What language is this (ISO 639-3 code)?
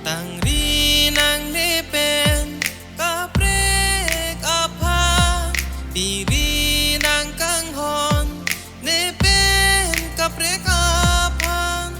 mjw